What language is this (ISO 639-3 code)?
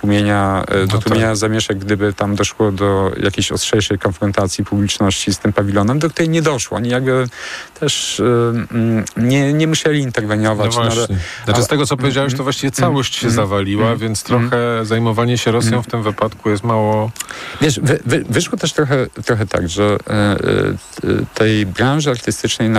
pol